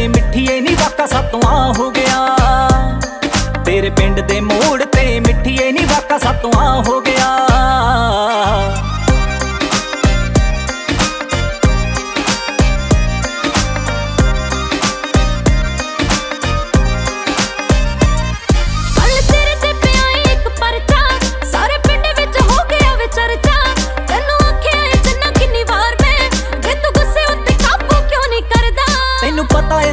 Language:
Punjabi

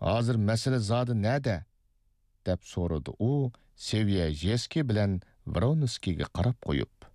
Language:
Uyghur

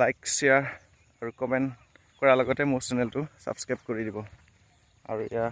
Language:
Assamese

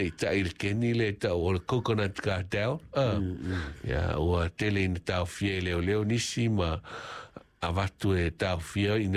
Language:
Samoan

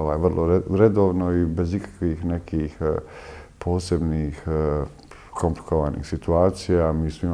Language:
Bosnian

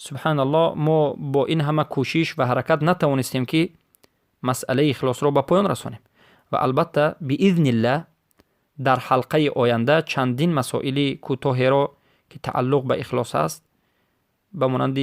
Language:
Persian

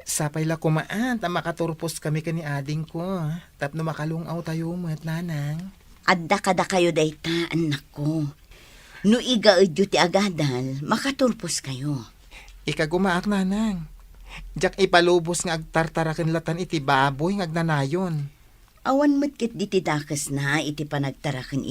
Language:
Iloko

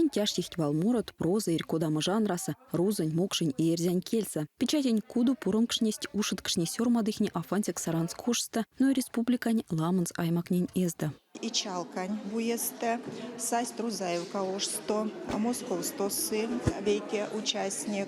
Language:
Erzya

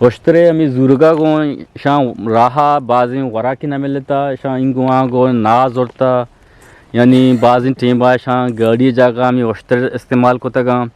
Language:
Eastern Balochi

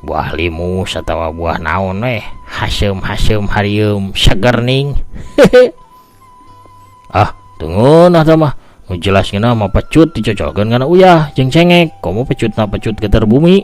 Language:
Sundanese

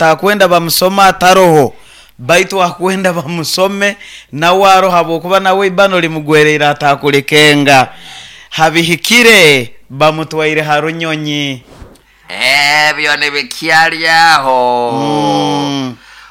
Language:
Nyoro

